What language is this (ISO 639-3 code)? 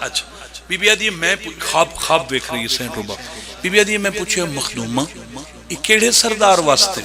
phr